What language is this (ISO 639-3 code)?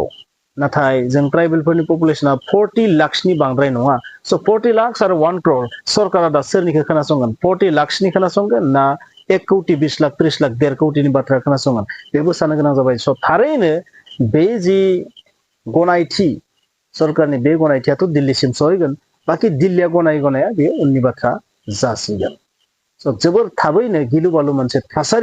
brx